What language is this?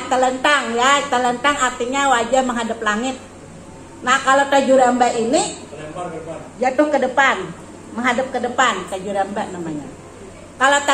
Banjar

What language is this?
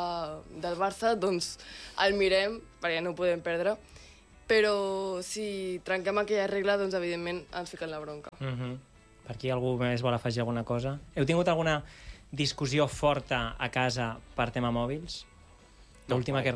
Catalan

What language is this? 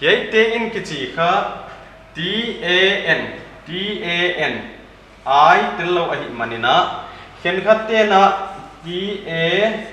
Paite Chin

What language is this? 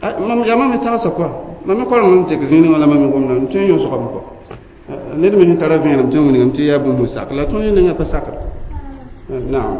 Mossi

